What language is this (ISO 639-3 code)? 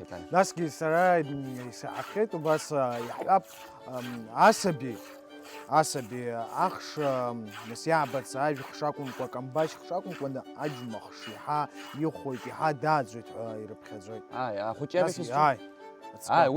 abk